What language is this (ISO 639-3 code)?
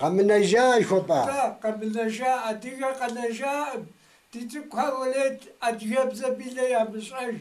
kbd